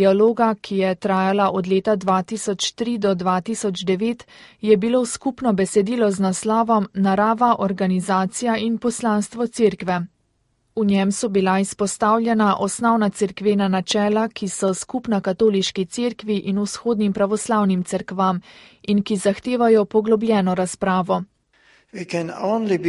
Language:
Slovenian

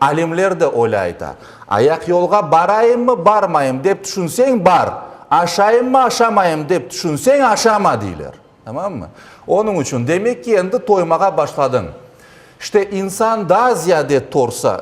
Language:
Crimean Tatar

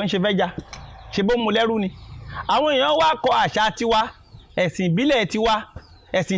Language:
Yoruba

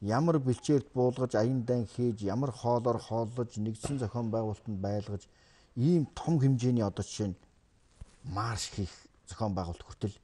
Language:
Mongolian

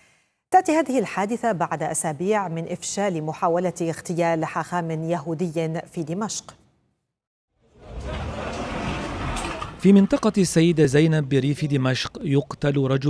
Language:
Arabic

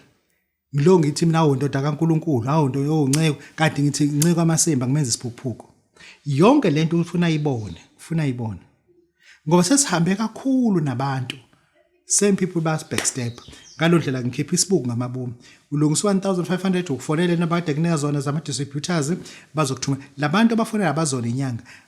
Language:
Zulu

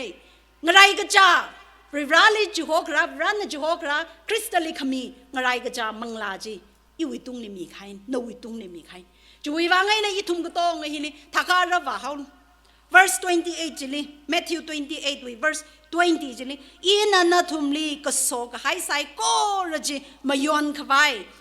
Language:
Tangkhul Naga (India)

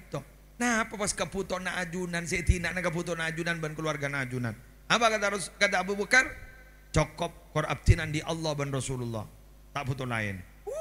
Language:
Madurese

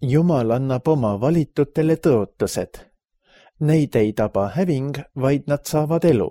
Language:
Estonian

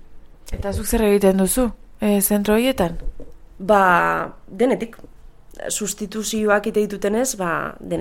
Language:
Basque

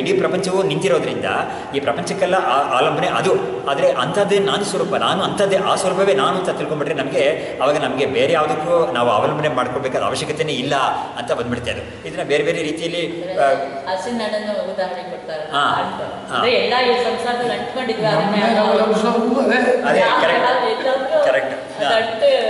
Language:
Kannada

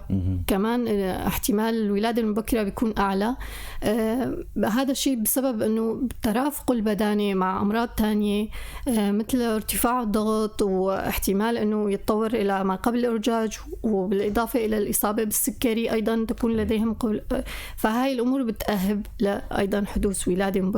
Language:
North Levantine Arabic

